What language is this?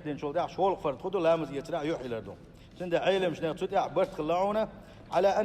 Chechen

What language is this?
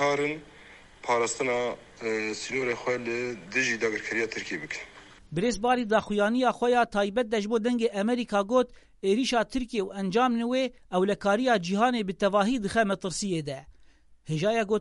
Kurdish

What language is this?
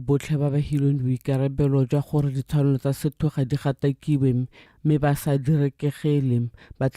Tswana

